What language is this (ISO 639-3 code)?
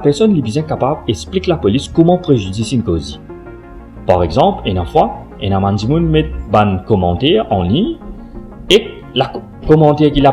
mfe